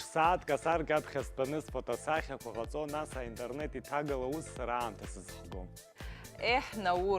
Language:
Abkhazian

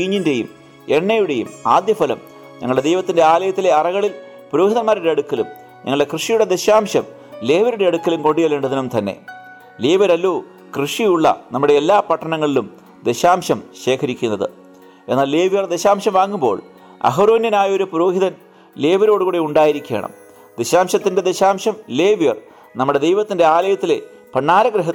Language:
Malayalam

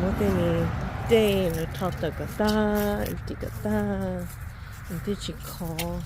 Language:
Hmong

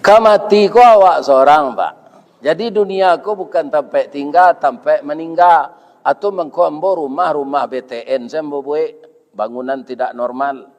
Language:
Minangkabau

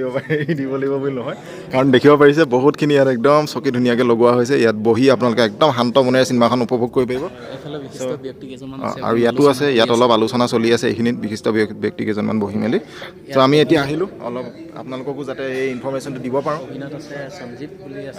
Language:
Assamese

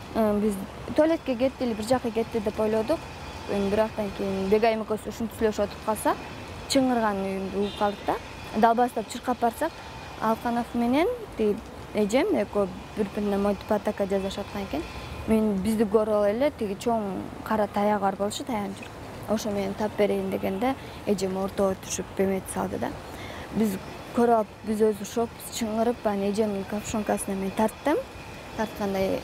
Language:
Kyrgyz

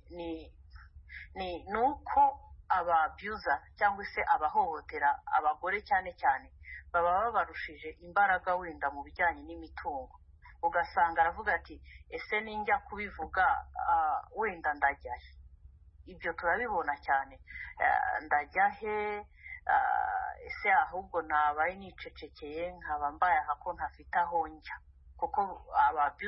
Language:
Kinyarwanda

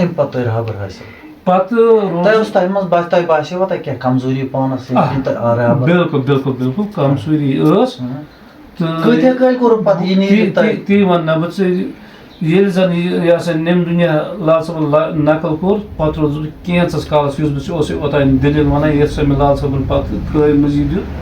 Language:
Kashmiri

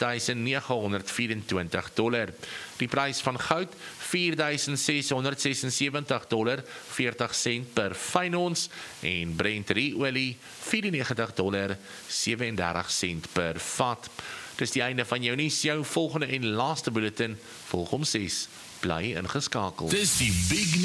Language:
Afrikaans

